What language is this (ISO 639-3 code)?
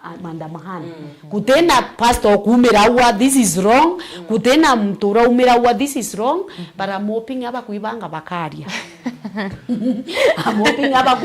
mer